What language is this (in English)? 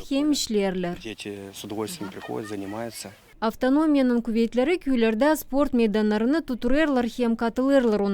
Gagauz